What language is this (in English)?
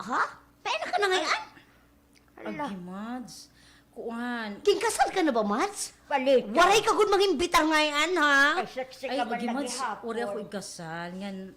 Waray